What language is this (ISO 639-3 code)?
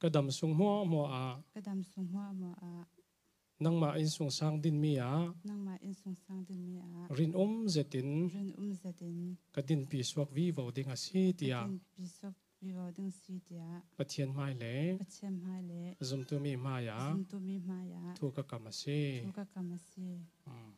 cfm